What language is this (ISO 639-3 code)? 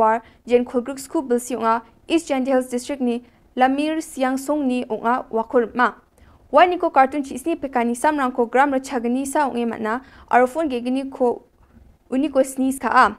grt